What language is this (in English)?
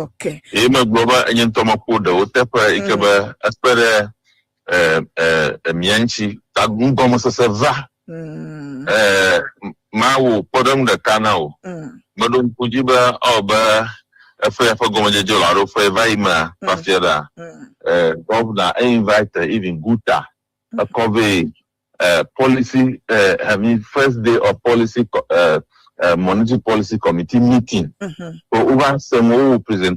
Ewe